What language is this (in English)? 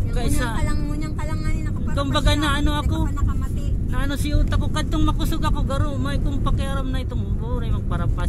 Bikol